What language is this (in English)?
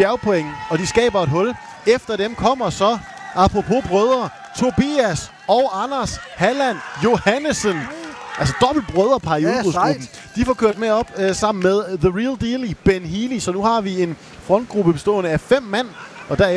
Danish